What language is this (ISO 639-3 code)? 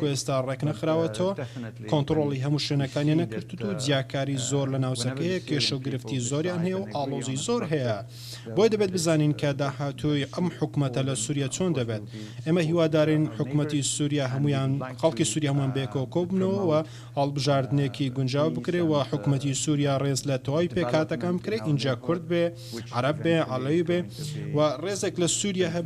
ckb